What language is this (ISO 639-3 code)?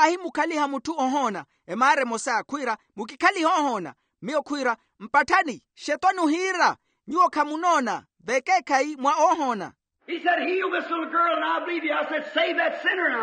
vmw